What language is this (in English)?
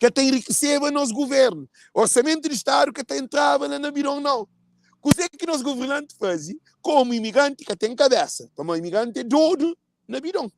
Kabuverdianu